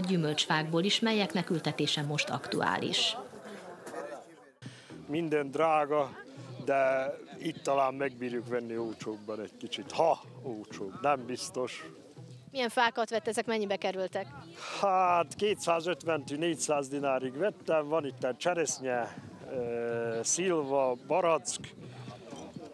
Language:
Hungarian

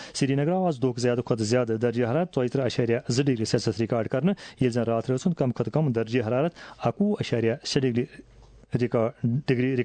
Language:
Kashmiri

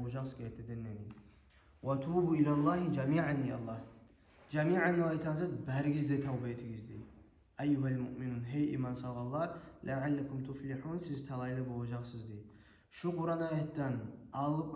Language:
Kumyk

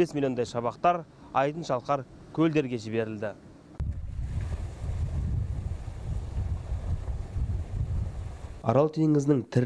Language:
Kazakh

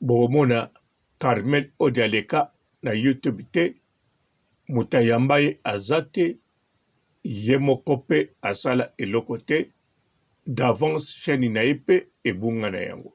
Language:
Lingala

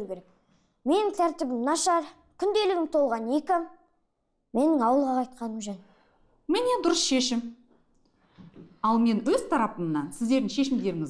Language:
Kazakh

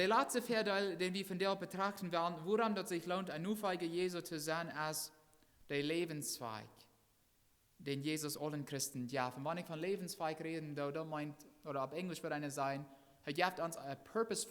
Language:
Plautdietsch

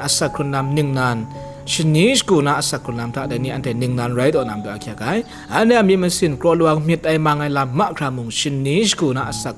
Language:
Kachin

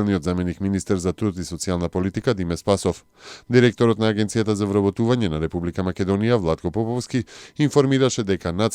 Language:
Macedonian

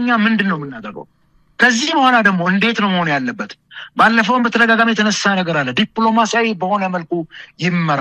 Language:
Amharic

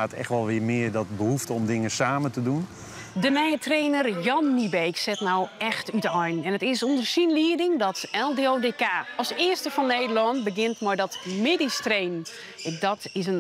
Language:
Western Frisian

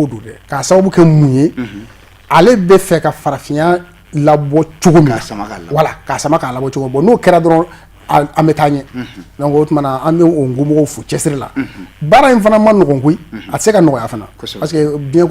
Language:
Bambara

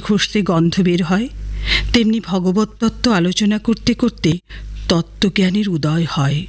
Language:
Bangla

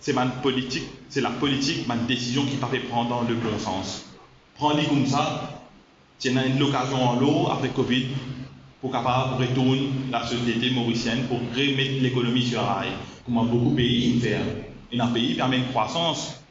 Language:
Morisyen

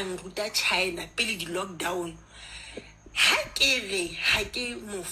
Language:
Southern Sotho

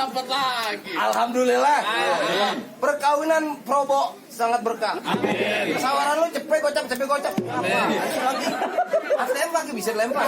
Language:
Betawi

